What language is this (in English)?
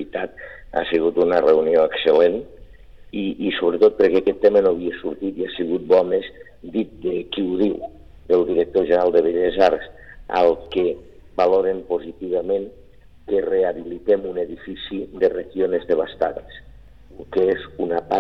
Catalan